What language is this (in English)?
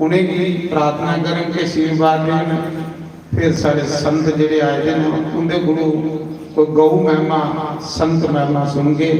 Dogri